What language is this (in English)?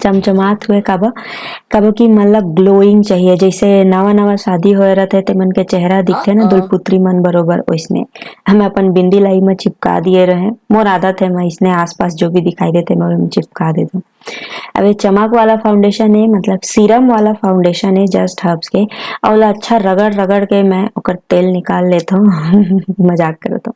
Chhattisgarhi